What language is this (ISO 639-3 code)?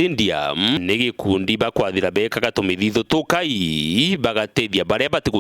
mer